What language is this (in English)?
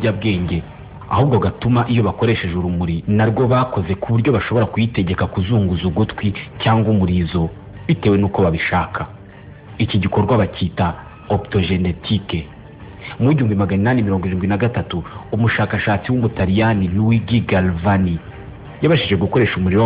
Kinyarwanda